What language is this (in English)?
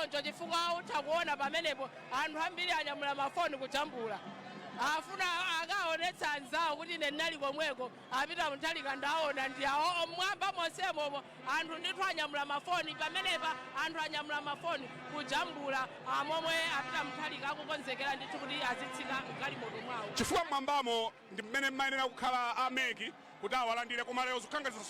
Nyanja